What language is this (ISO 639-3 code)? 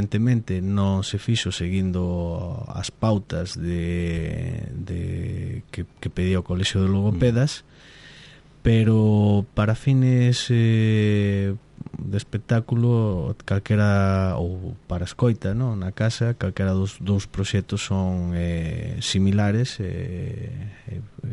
glg